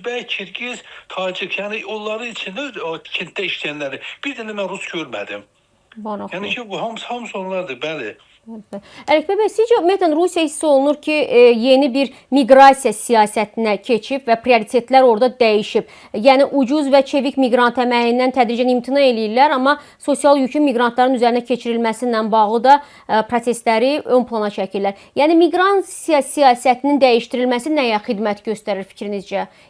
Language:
Azerbaijani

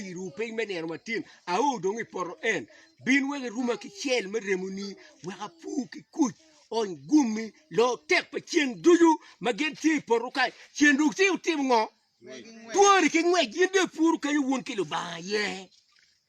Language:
Acoli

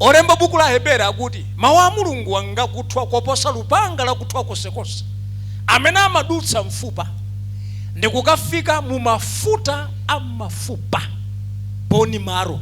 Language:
Nyanja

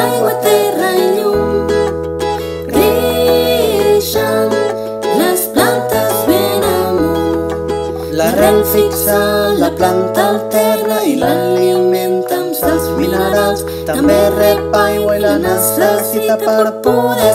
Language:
Catalan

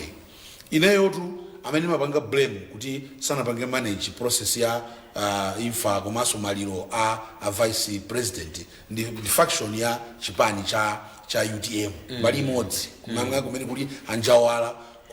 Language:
Nyanja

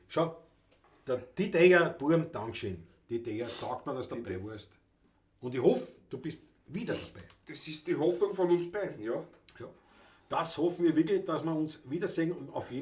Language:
Bavarian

